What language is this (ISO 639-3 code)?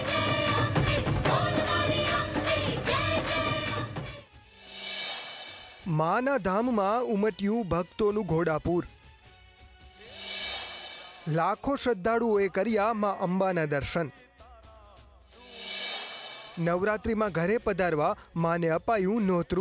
guj